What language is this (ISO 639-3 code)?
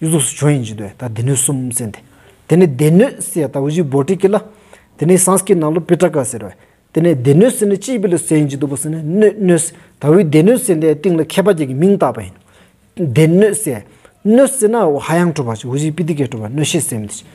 sbu